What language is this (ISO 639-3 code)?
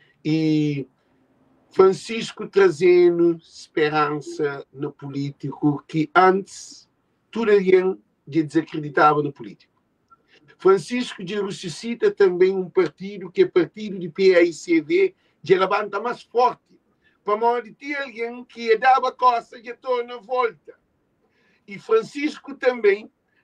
kea